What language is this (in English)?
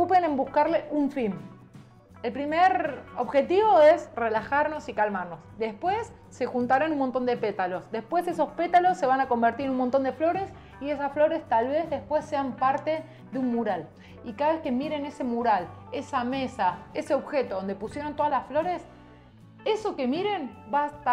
Spanish